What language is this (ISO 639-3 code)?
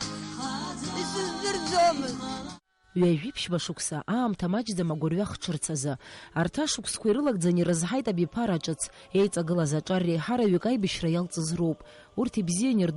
abk